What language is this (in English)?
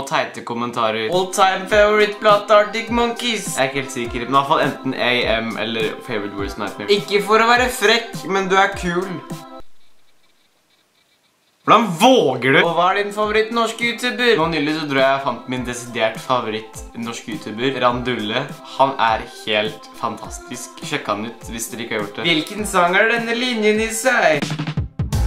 Norwegian